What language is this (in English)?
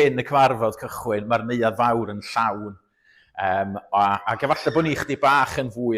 Welsh